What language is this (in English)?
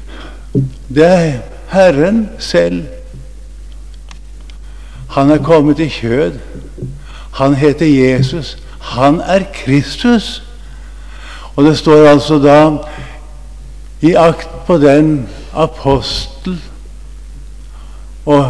Norwegian